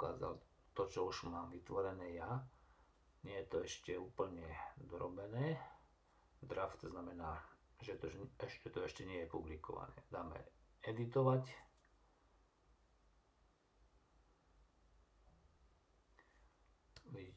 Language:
Slovak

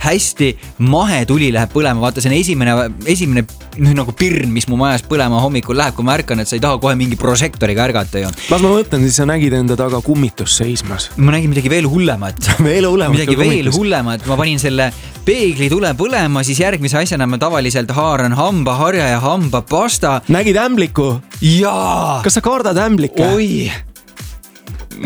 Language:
Estonian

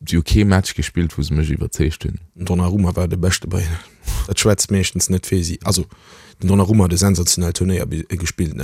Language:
Luxembourgish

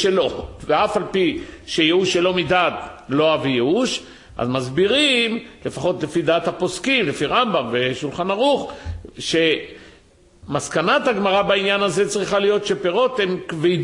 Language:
Hebrew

